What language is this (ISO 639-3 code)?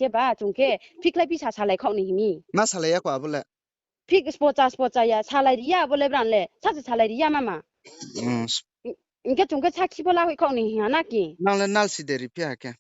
ria